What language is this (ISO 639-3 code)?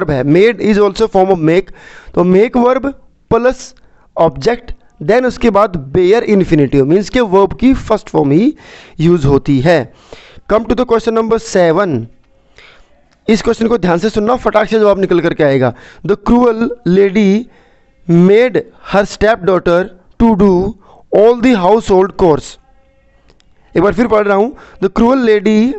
hin